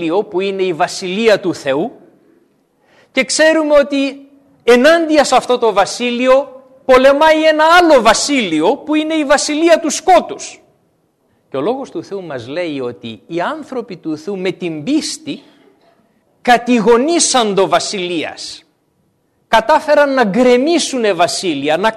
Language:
Greek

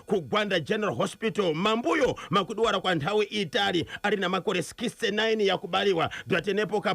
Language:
Shona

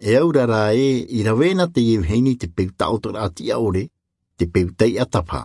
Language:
Tahitian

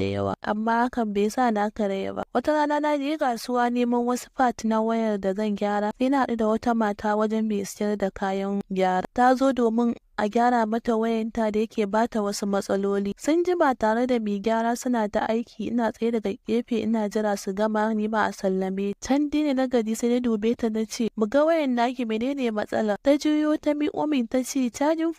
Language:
Hausa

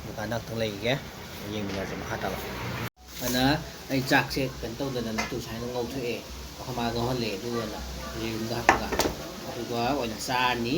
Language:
Manipuri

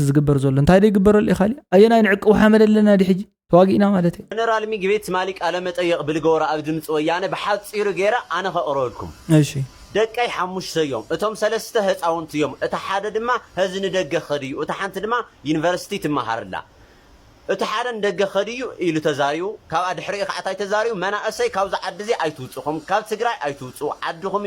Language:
Tigrinya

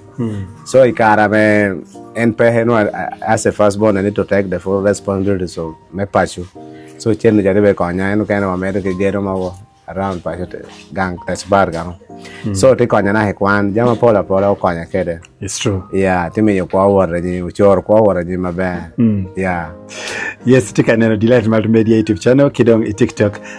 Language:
Acoli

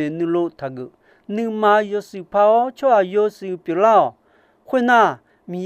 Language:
Akha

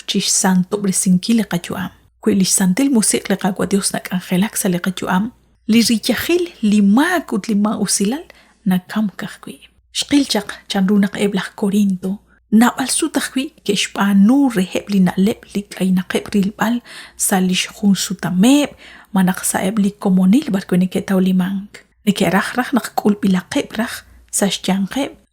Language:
Kekchí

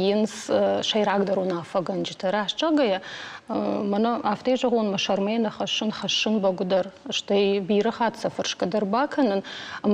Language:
Ossetic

